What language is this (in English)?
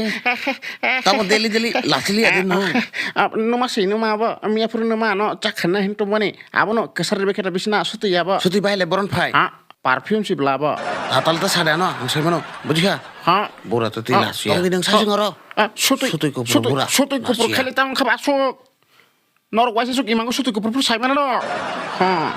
Kok Borok